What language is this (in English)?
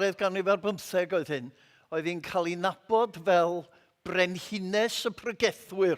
Welsh